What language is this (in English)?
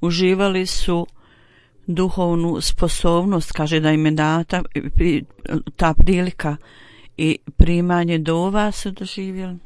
Bosnian